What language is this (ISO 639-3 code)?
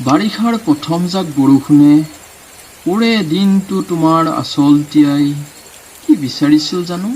asm